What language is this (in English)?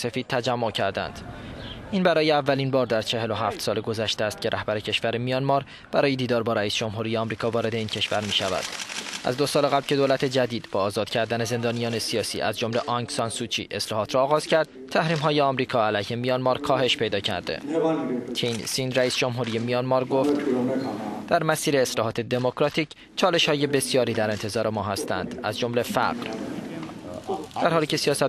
Persian